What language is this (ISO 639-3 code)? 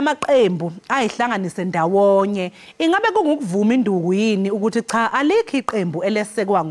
zul